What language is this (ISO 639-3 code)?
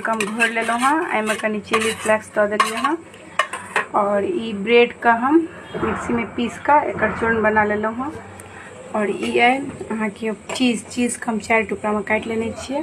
mai